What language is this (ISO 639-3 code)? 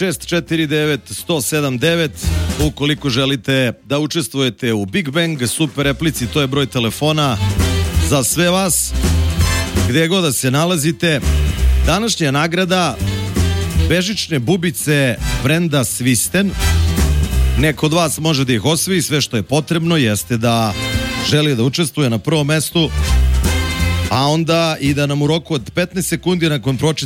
srp